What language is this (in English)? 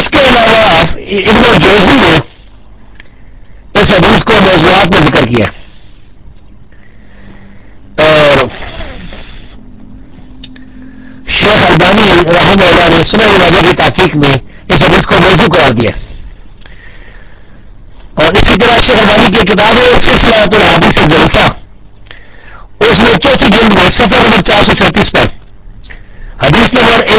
Urdu